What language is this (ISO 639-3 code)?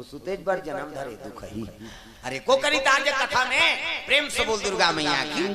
hne